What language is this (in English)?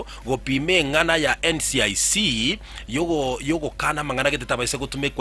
Gusii